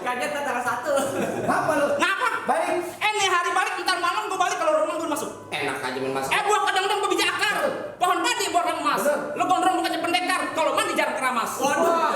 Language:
Betawi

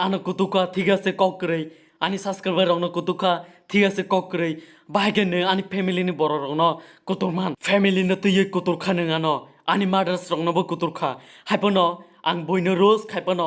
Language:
Kok Borok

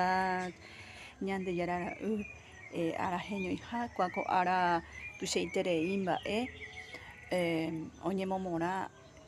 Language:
Guarani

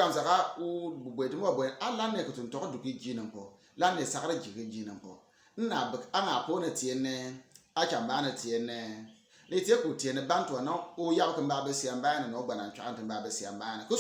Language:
Bimoba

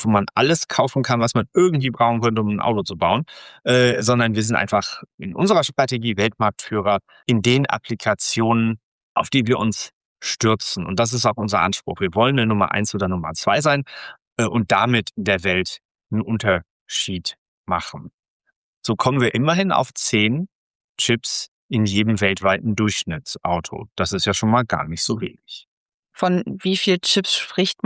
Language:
German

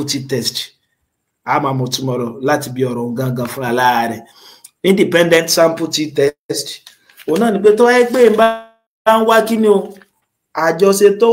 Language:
Yoruba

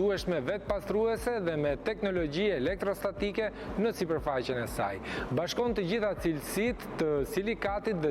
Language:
Albanian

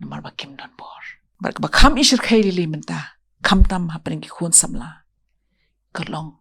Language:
Khasi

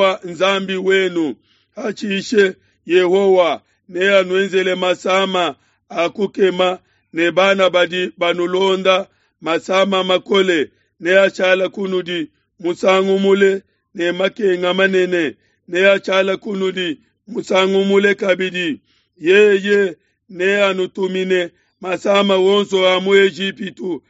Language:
Luba-Lulua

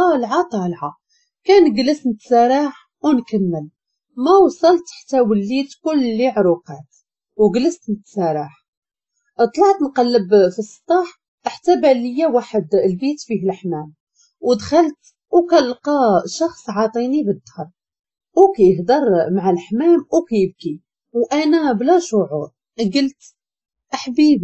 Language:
Moroccan Arabic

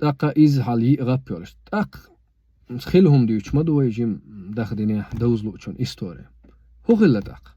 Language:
Chechen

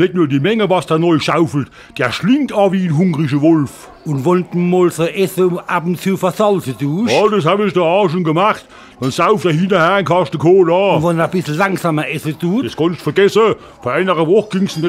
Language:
Palatine German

